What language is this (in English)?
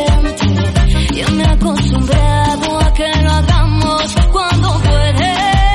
Spanish